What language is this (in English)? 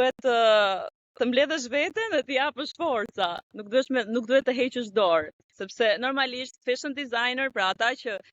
Albanian